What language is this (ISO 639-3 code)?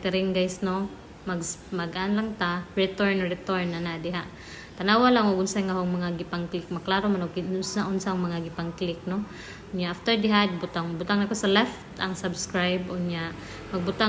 ceb